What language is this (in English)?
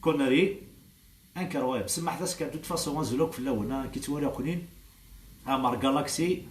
Kabyle